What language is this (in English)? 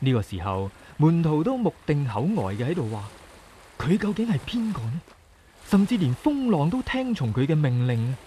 Cantonese